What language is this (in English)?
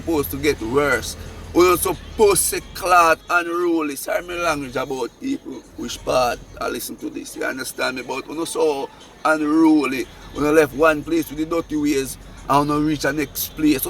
Jamaican Creole English